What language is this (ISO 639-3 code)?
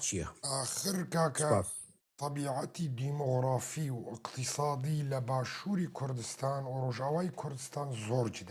kur